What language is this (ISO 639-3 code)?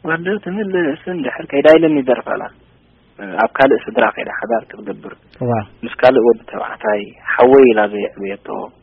tir